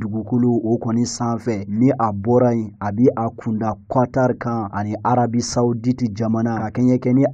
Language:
Bambara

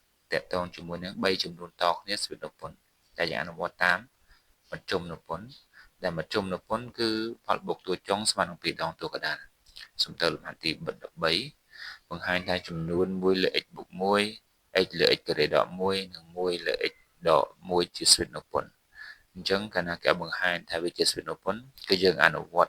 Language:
Khmer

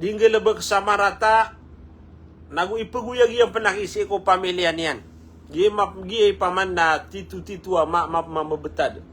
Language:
Maranao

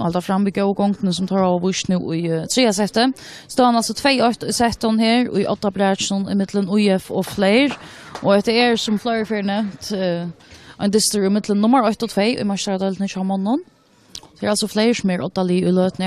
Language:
Faroese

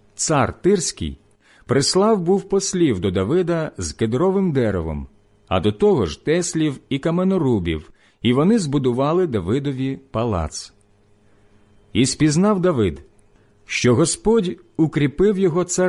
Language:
Ukrainian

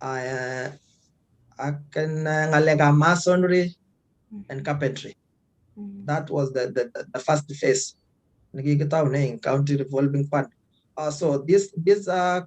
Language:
Kalenjin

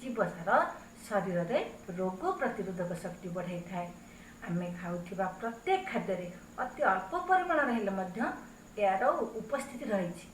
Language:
Odia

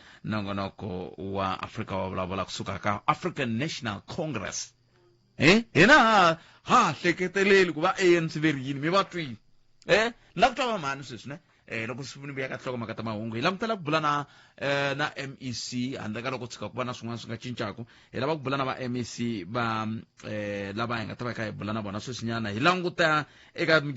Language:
Tsonga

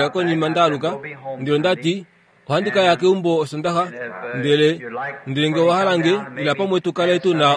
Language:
Kuanyama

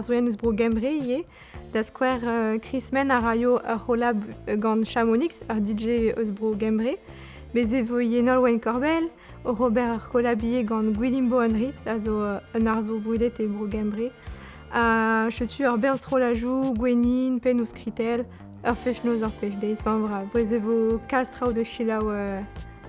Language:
Breton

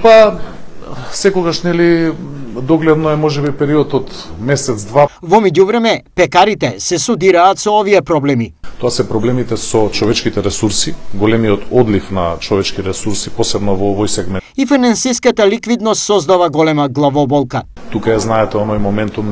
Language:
Macedonian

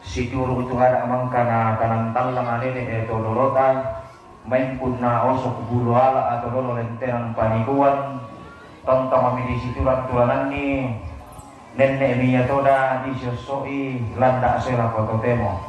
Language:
Toraja-Sa'dan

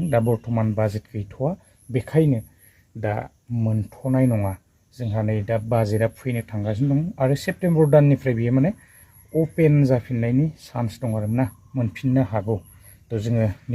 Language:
Bodo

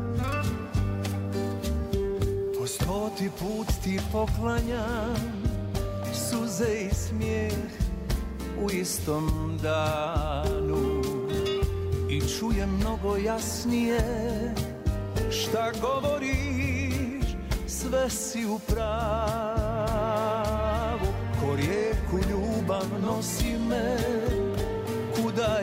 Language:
Bosnian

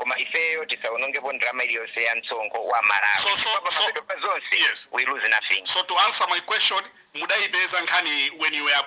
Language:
Nyanja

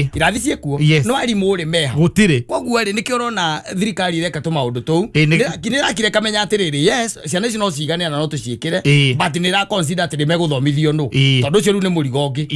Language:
Kikuyu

